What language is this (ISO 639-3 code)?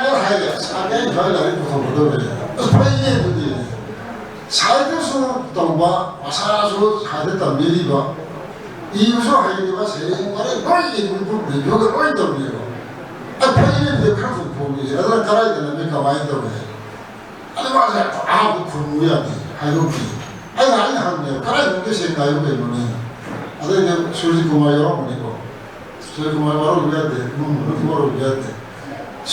mni